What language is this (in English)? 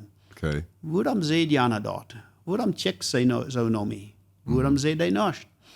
Plautdietsch